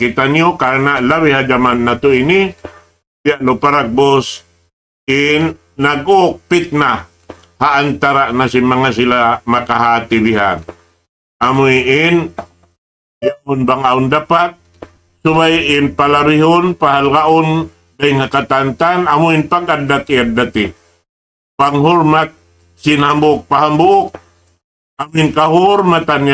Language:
Tausug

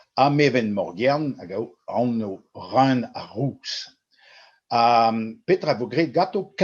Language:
Breton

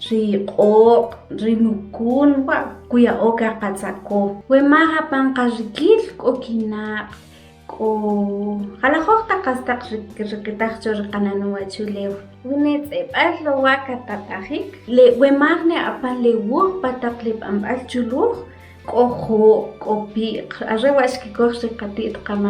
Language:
Kʼicheʼ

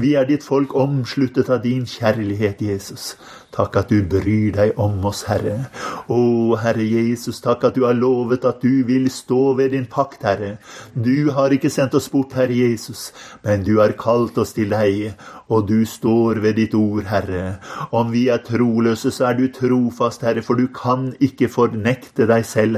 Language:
Norwegian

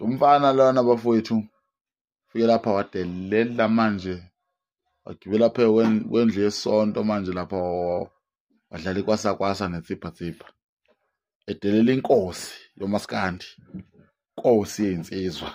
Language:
Zulu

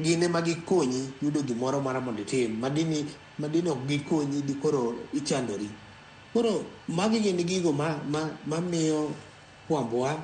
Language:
Luo (Kenya and Tanzania)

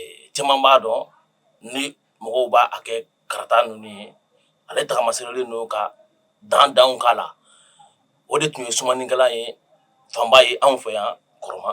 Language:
Bambara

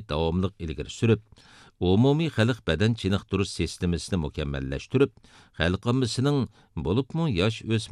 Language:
Uyghur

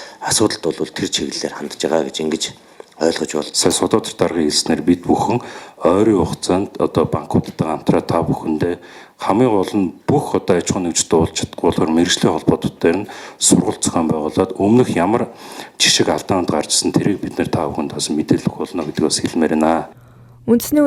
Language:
Mongolian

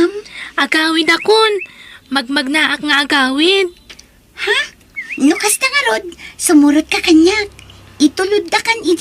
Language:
Iloko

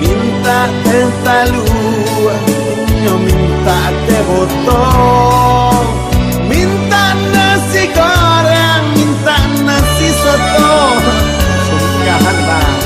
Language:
Minangkabau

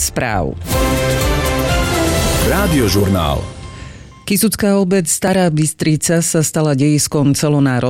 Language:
Slovak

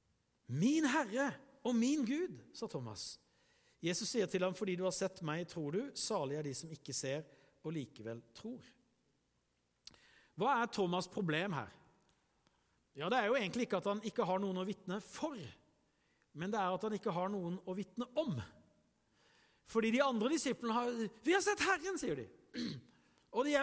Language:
Norwegian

